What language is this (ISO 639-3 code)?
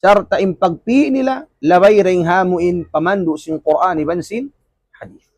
tsg